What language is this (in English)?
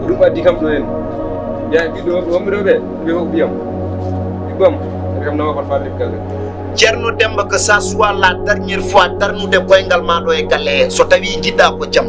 Fula